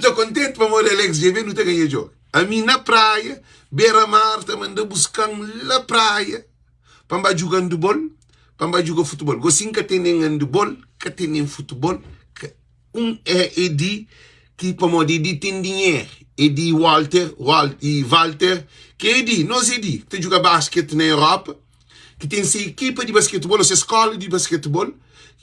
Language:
Kabuverdianu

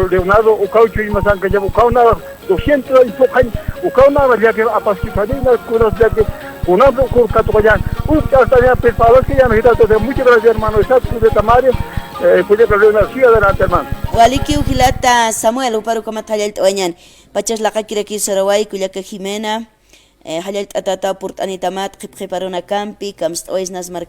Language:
Aymara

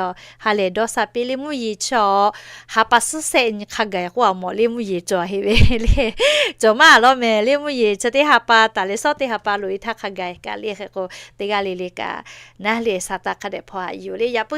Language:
Lahu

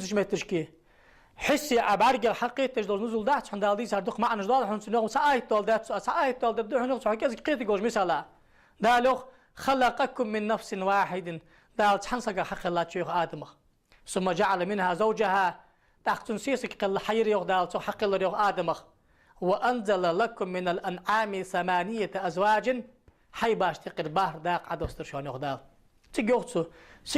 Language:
Ingush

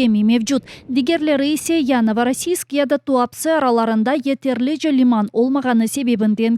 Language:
Crimean Tatar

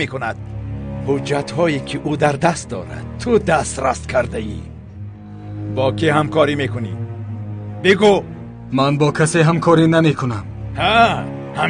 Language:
Tajik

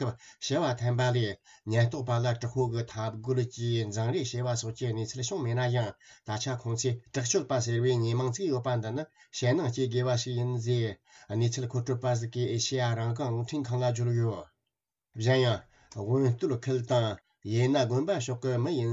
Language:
Tibetan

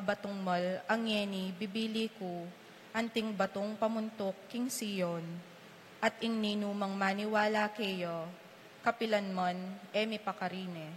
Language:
Pampanga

